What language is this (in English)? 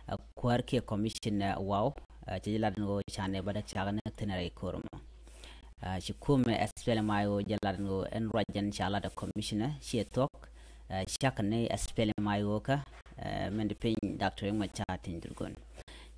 Nuer